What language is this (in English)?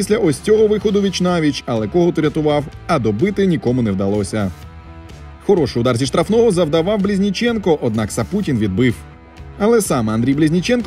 Ukrainian